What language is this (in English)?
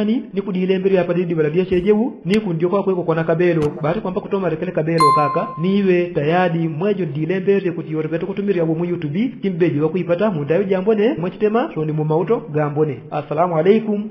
Yao